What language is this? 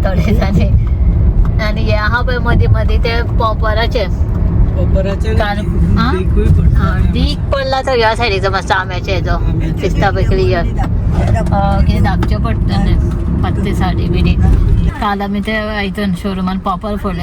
Konkani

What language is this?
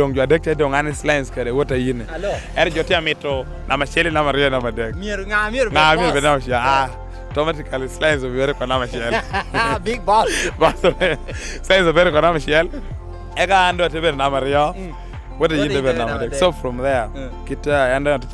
Lango (Uganda)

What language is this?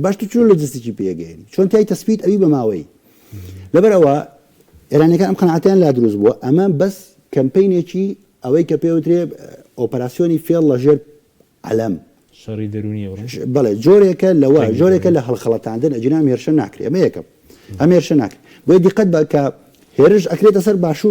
Central Kurdish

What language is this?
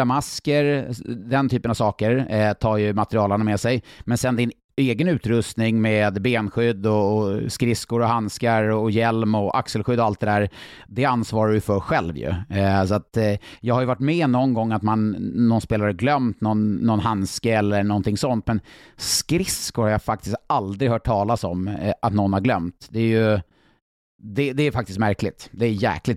Swedish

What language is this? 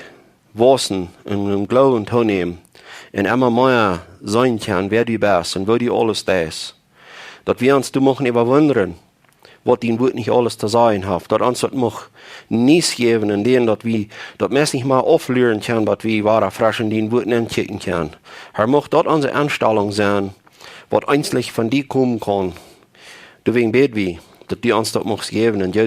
Plautdietsch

